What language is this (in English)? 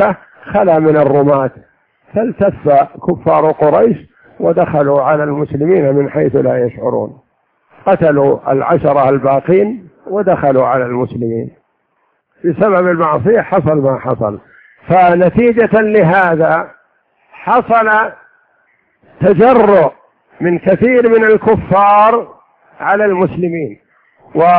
Arabic